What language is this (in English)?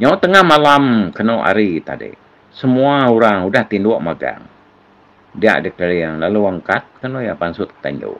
Iban